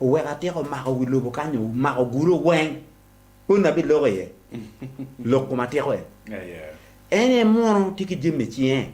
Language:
Acoli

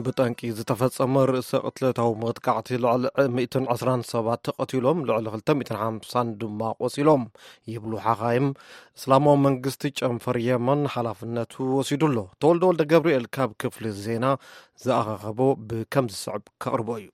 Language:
Tigrinya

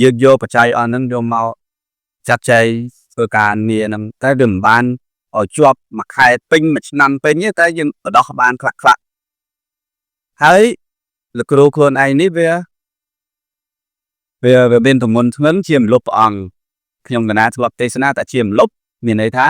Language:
Khmer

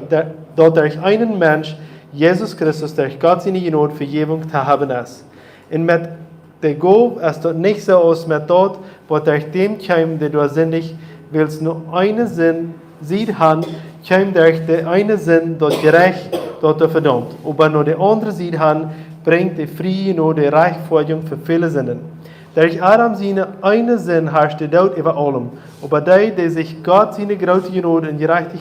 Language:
Plautdietsch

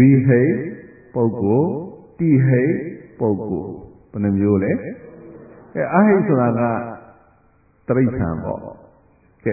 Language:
Burmese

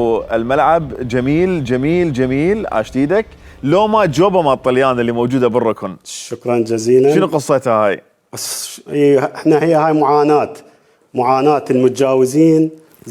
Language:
Mesopotamian Arabic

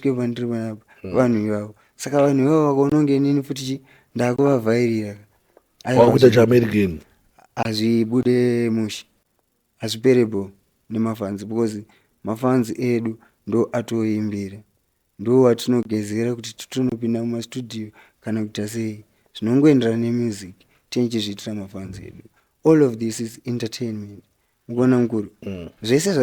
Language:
Shona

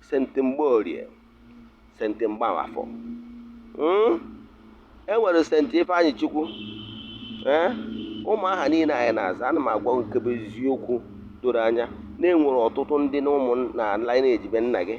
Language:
Igbo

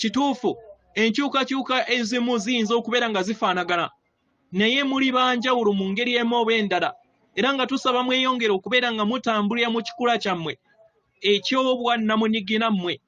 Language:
Ganda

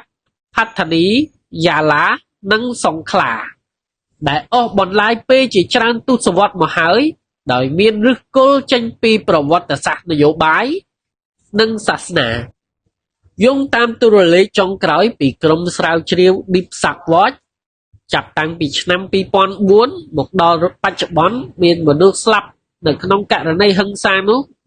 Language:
Khmer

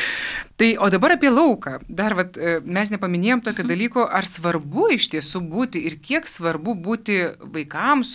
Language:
Lithuanian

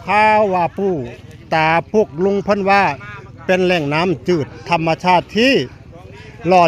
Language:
Northeastern Thai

